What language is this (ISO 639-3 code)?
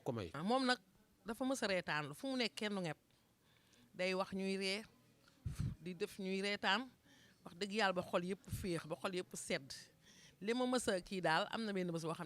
wol